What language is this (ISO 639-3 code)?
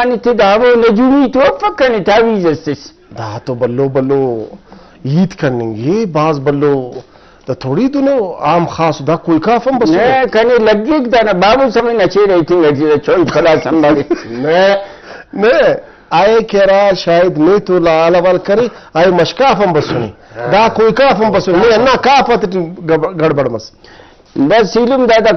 brh